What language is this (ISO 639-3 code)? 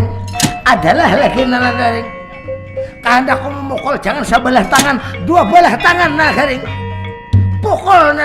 bjn